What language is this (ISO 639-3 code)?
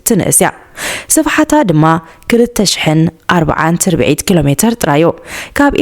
tir